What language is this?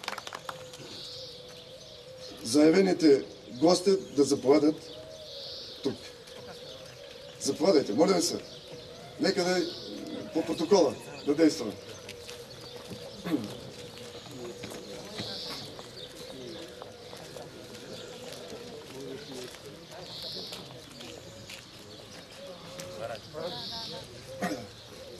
Bulgarian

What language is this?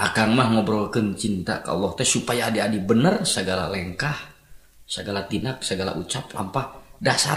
Sundanese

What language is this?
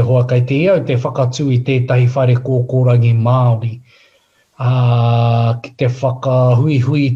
Māori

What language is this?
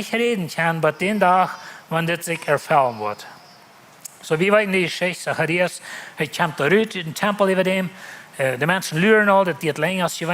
Plautdietsch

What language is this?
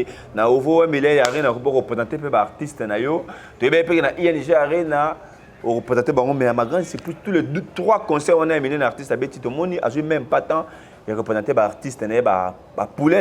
Lingala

